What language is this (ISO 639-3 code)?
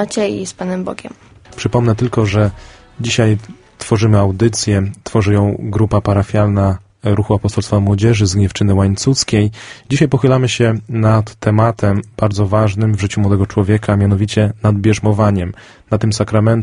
pol